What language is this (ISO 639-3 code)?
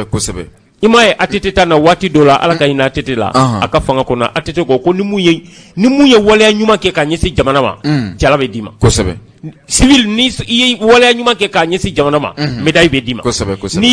bam